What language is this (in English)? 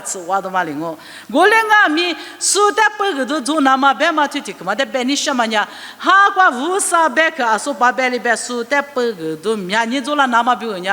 Lisu